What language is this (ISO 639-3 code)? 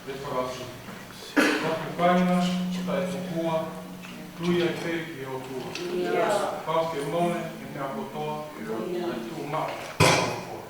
ton